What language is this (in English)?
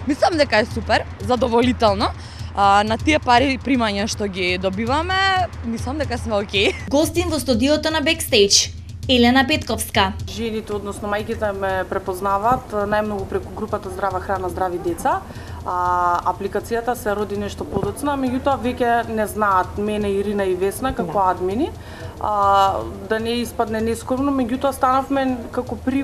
Macedonian